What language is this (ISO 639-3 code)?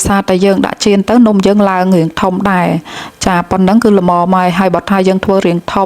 khm